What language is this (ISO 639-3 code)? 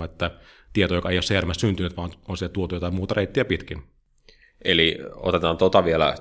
fin